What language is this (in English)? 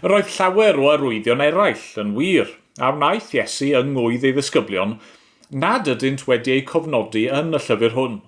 Welsh